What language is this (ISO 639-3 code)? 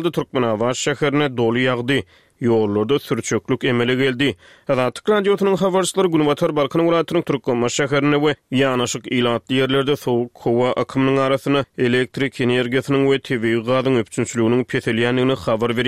tuk